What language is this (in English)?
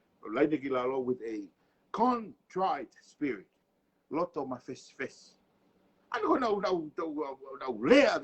Tongan